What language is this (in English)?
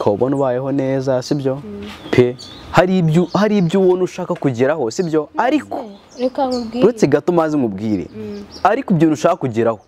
Kinyarwanda